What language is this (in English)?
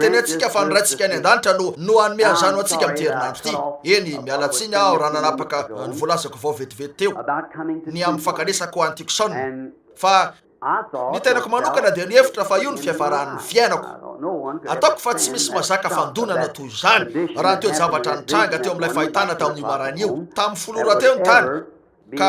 Malagasy